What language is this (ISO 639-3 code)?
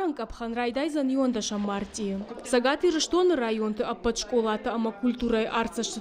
oss